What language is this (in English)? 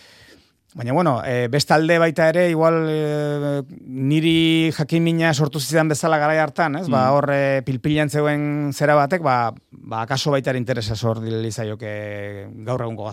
Basque